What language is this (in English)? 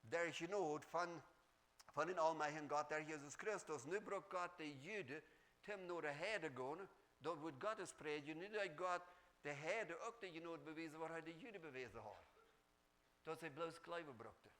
Plautdietsch